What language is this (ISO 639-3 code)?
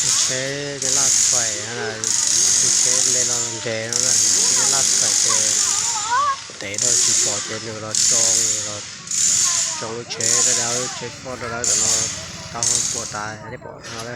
hmn